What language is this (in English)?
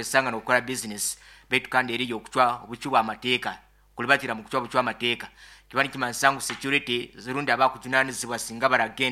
Nyankole